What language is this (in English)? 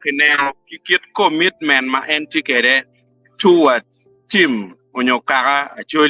Acoli